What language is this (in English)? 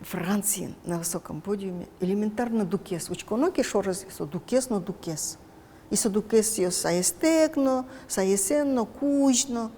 Udmurt